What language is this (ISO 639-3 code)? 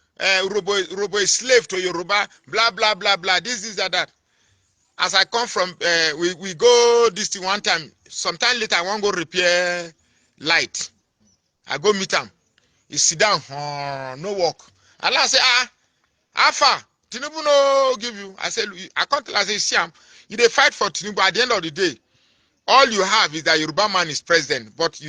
pcm